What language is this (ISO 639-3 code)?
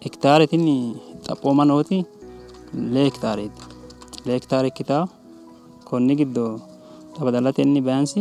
sid